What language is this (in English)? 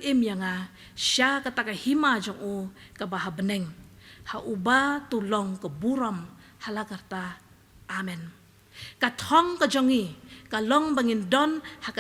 Khasi